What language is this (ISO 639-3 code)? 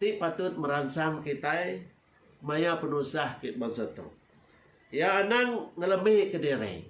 iba